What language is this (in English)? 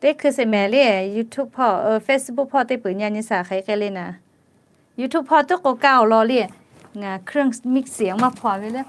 Lahu